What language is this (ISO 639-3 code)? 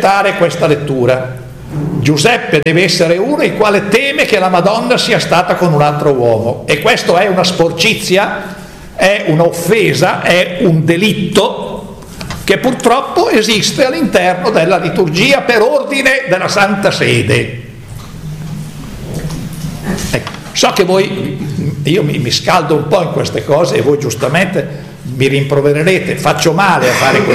ita